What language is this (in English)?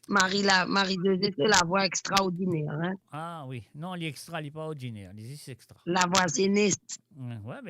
Morisyen